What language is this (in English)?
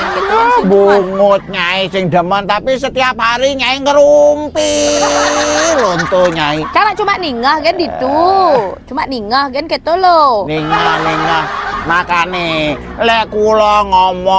Balinese